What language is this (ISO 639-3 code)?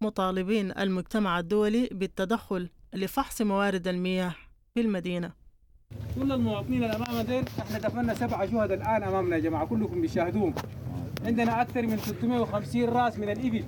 apd